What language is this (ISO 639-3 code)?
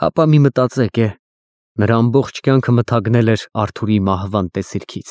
hye